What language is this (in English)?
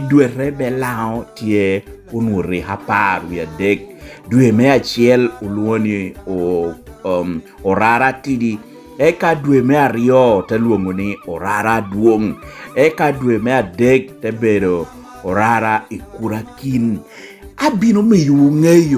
Lango (Uganda)